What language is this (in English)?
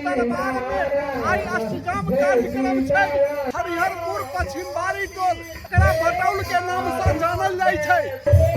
Maithili